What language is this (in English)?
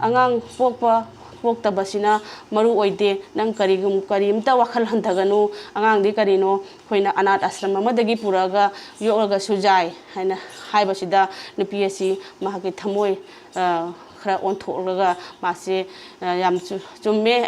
Manipuri